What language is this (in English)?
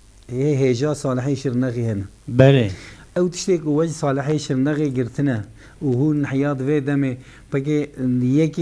Kurdish